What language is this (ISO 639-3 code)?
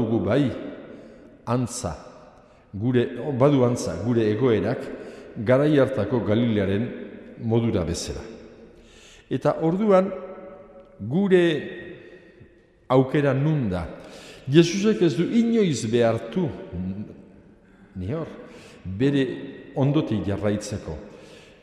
eus